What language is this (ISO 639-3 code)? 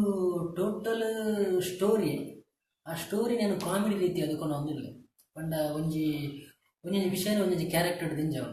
tcy